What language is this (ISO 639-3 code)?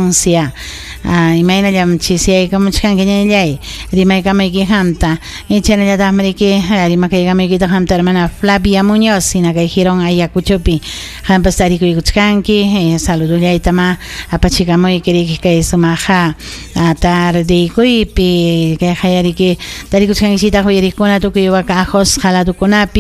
quy